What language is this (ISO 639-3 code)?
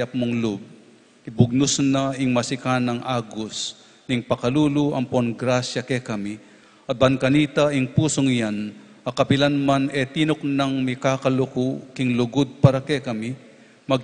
pam